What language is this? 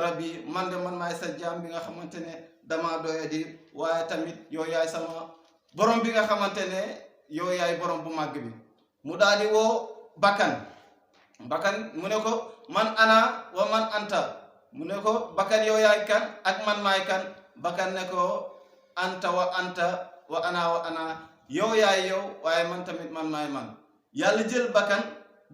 Wolof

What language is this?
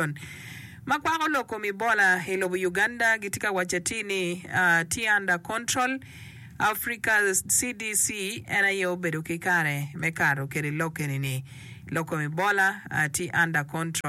Acoli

